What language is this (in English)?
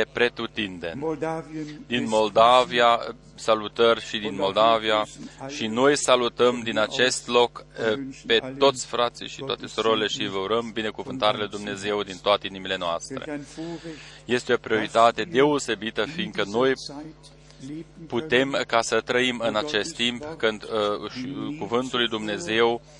Romanian